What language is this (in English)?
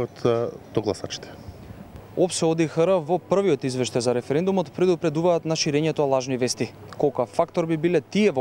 Macedonian